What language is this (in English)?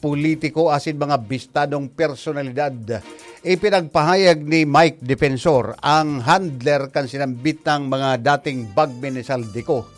Bikol